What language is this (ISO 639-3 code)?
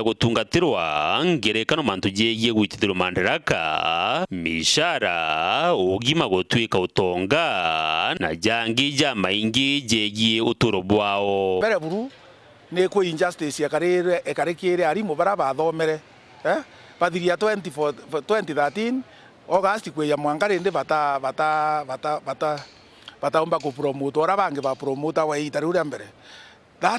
mer